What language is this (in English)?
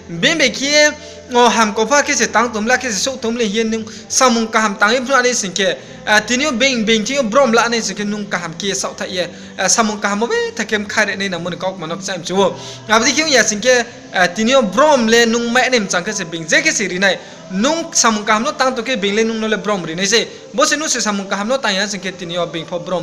Riang (India)